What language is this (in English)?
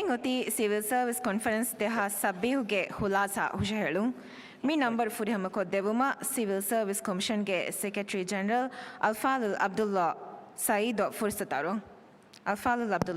Divehi